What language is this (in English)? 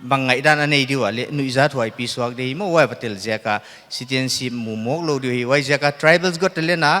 Paite Chin